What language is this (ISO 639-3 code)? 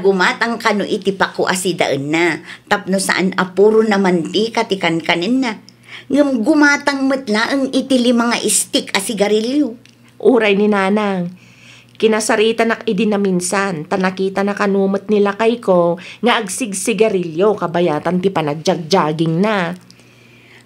ilo